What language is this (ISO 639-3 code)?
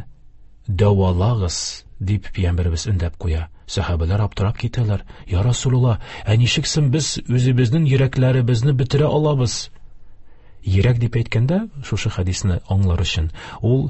tat